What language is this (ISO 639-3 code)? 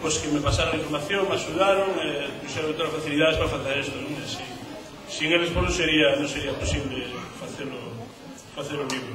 glg